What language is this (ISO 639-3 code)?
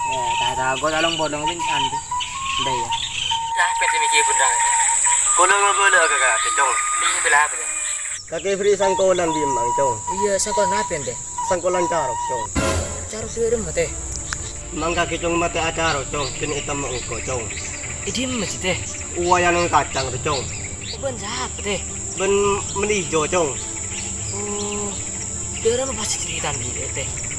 mad